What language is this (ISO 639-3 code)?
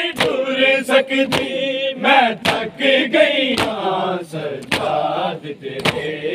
skr